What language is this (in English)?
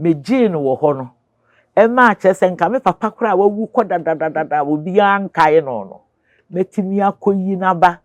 Akan